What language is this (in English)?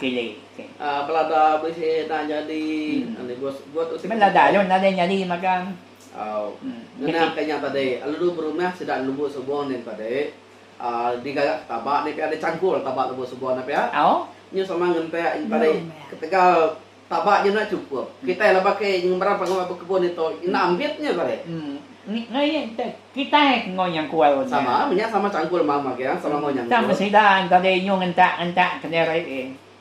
Iban